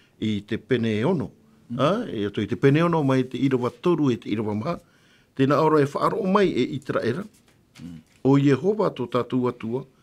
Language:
Tahitian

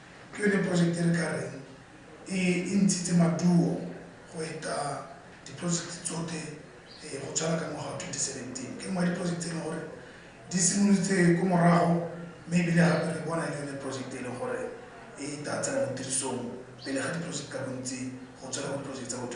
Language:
Tswana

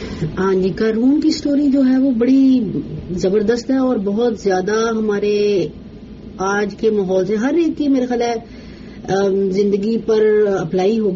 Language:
Urdu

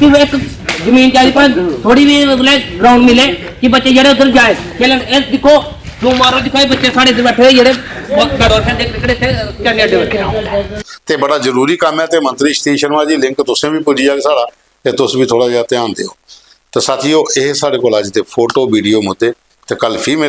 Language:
Dogri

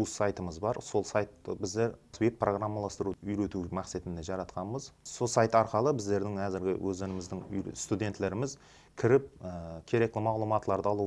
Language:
Kara-Kalpak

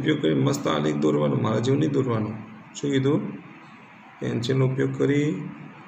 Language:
Gujarati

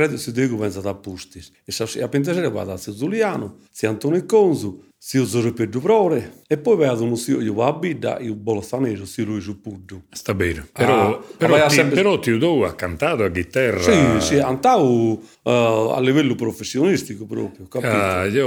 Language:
Sardinian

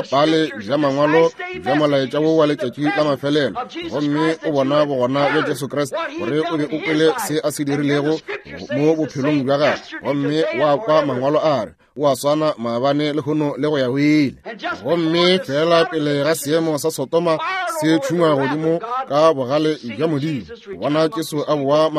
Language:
Northern Sotho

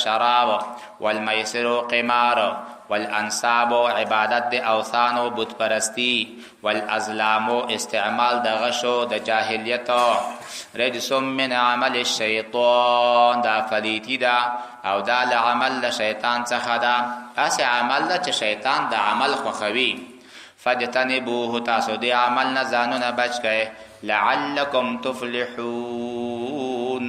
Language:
Pashto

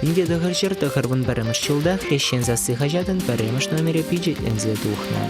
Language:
Chuvash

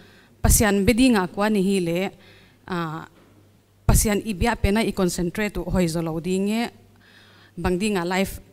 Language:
Paite Chin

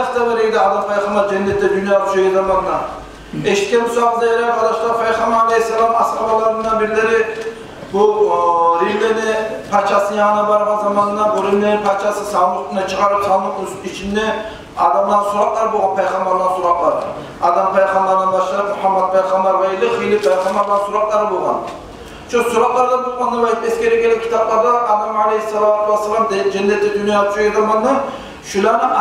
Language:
Kumyk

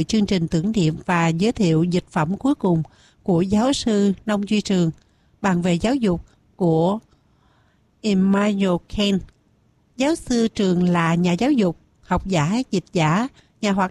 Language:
Vietnamese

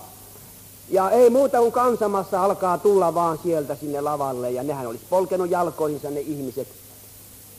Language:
Finnish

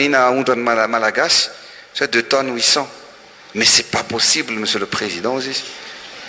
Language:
Malagasy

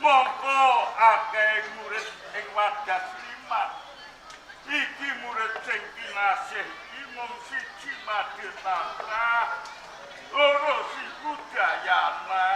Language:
Javanese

